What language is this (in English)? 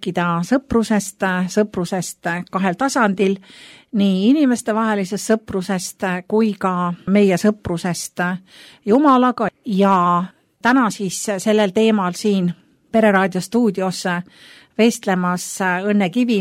Estonian